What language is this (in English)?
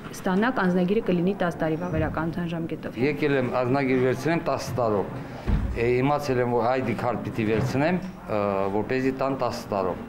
Armenian